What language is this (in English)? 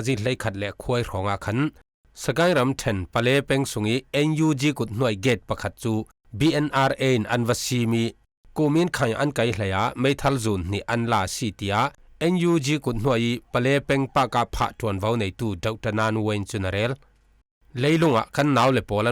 Falam Chin